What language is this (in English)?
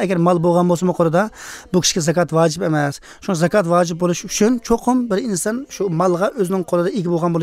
Uyghur